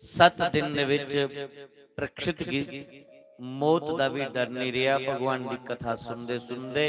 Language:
Dogri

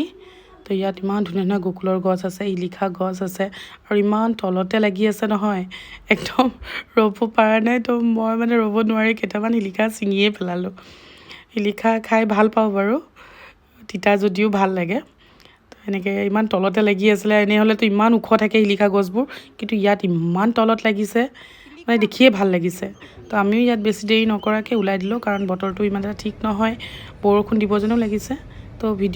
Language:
Assamese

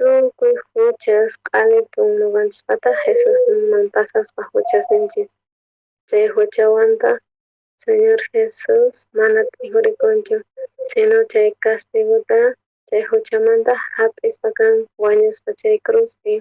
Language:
South Bolivian Quechua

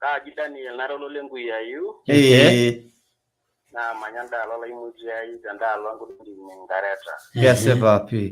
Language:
Masai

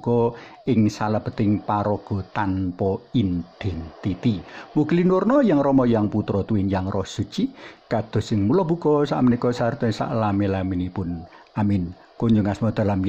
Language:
Javanese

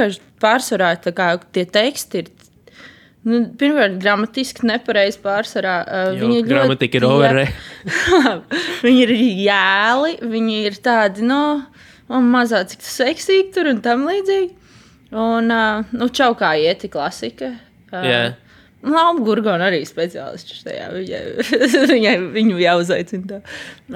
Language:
Latvian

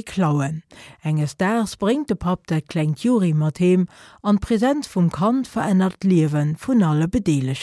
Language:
Luxembourgish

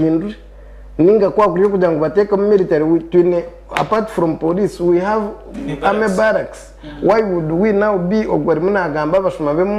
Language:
Nyankole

